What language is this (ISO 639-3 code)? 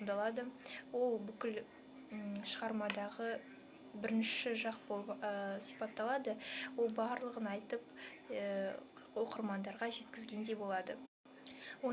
kaz